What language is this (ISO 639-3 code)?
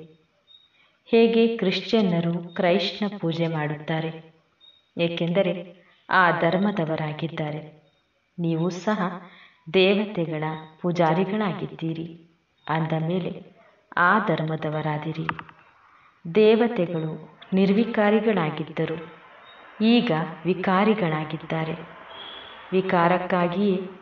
kan